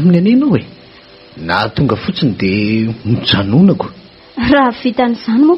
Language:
Malagasy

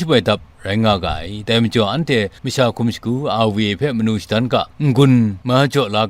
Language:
Kachin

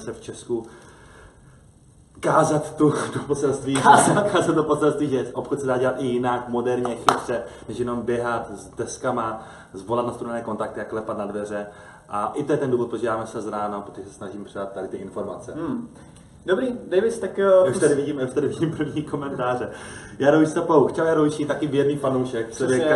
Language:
Czech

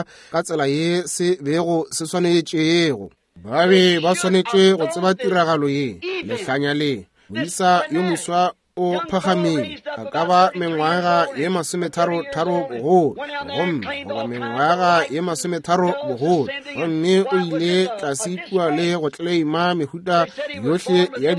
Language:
Northern Sotho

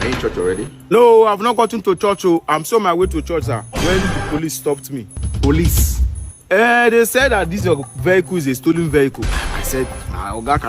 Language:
Nigerian Pidgin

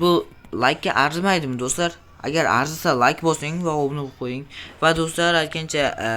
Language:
Uzbek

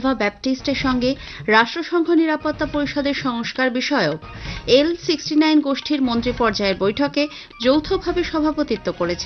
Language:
Bangla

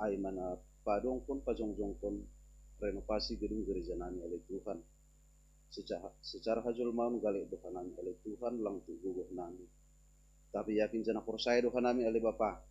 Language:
Batak Simalungun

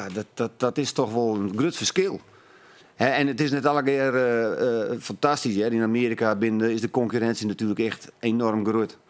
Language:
Western Frisian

